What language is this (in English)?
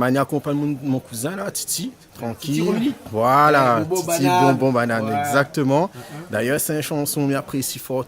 Réunion Creole French